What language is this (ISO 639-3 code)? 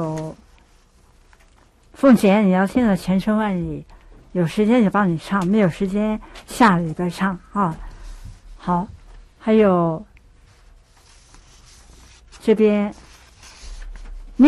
zho